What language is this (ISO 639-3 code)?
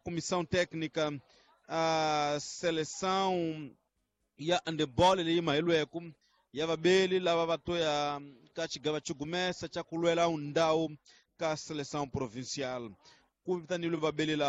tso